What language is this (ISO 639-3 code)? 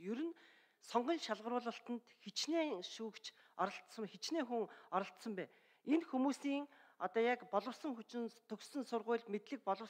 mon